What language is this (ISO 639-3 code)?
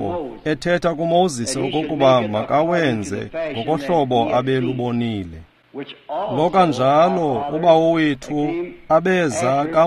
xho